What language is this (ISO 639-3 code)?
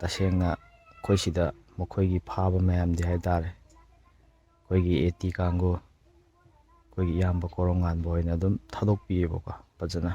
mni